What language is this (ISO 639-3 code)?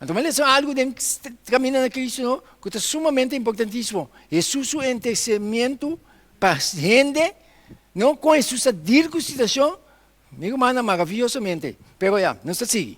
pap